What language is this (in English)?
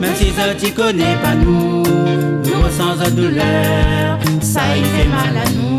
Réunion Creole French